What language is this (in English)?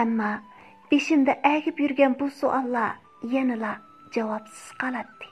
Uyghur